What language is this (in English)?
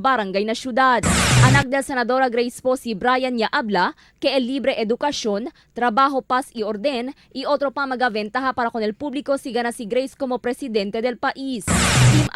Chavacano